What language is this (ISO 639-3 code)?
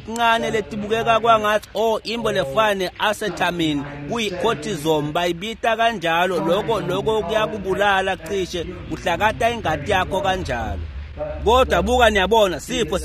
ssw